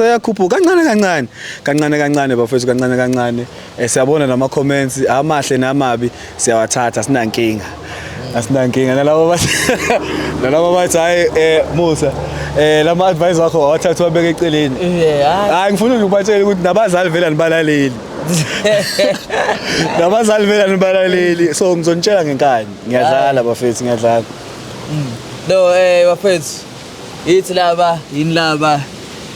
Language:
Zulu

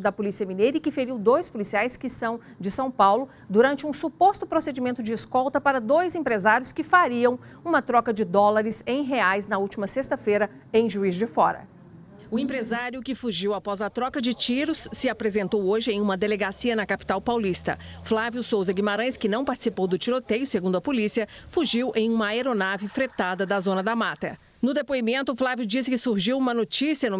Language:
Portuguese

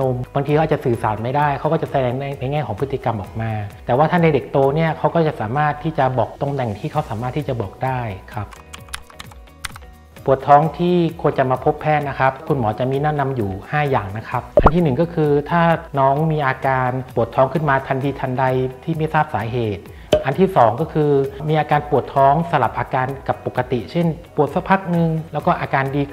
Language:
Thai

